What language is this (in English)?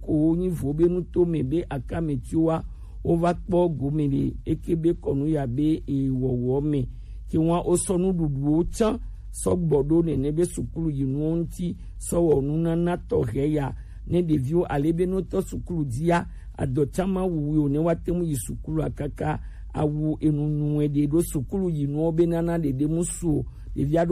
Gen